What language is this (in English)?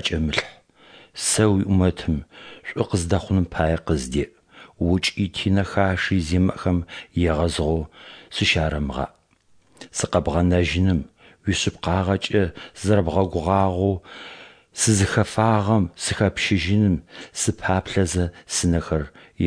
Adyghe